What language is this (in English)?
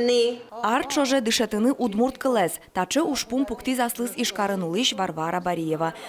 Udmurt